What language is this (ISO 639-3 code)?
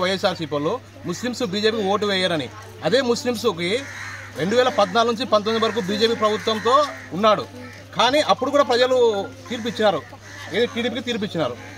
tel